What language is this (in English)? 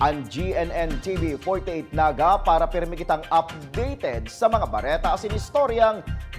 Bikol